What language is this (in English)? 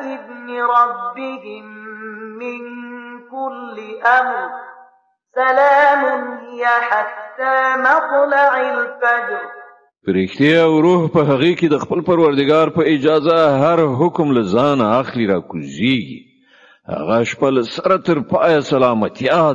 Pashto